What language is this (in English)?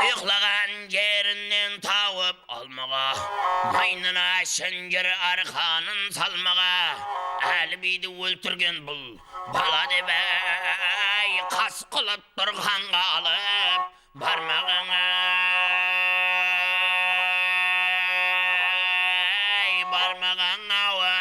Kara-Kalpak